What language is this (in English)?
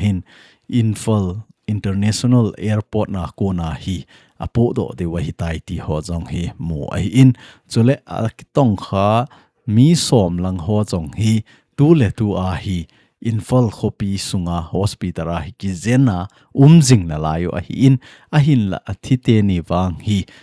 Thado Chin